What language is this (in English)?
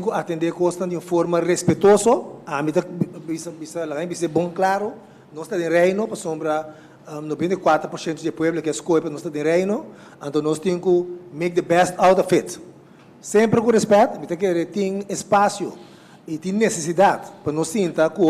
Papiamento